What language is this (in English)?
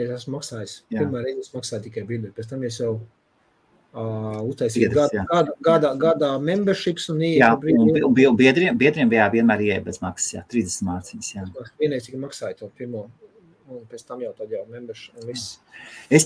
Latvian